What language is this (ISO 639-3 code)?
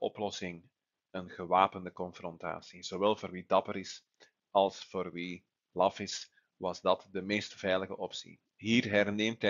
nld